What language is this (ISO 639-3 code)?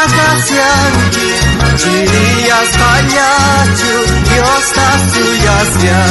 quh